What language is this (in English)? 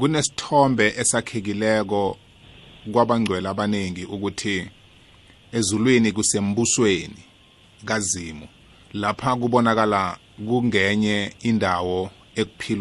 South Ndebele